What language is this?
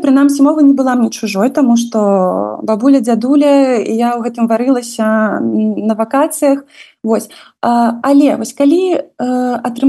Belarusian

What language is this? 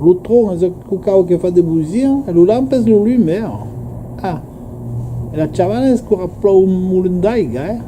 Occitan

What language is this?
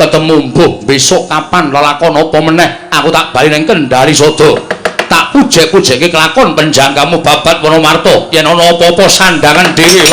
Javanese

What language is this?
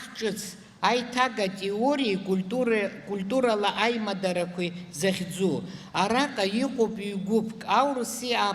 Abkhazian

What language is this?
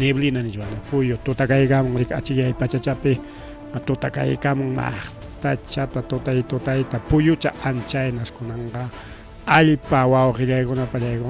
Ayacucho Quechua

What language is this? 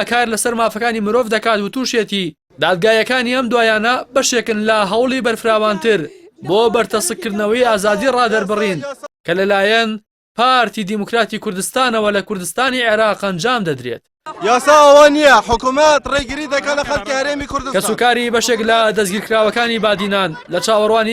Central Kurdish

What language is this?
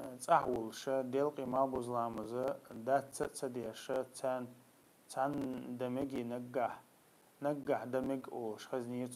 Chechen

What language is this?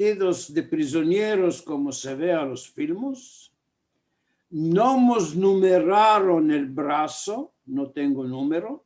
Ladino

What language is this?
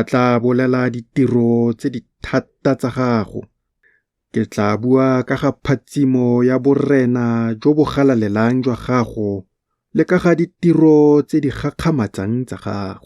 Tswana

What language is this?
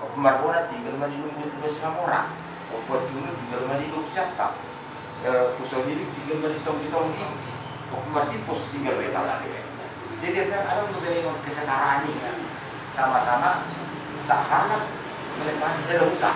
Batak Toba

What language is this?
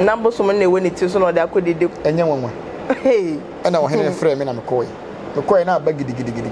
Akan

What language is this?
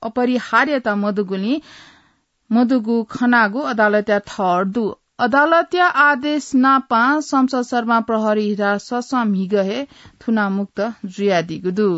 Newari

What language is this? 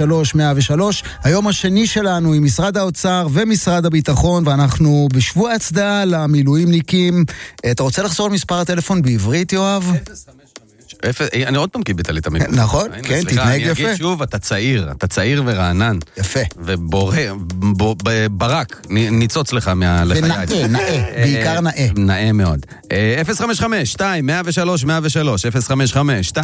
Hebrew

